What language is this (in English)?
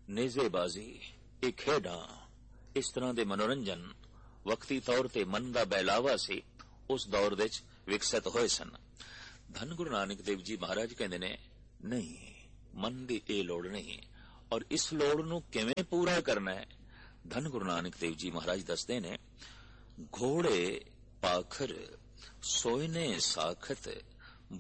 Punjabi